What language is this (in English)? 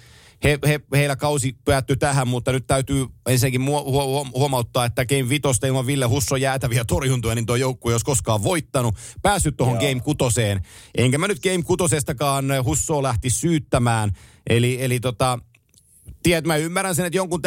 Finnish